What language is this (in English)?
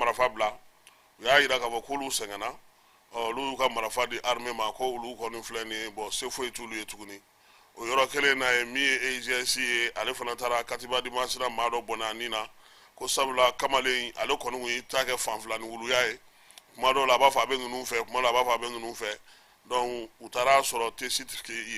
Bambara